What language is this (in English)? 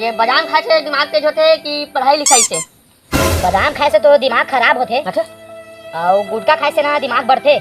Chhattisgarhi